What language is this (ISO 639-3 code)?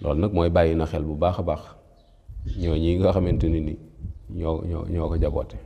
wol